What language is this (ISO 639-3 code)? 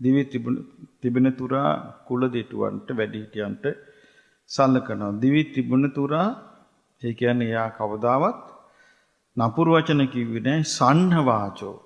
sin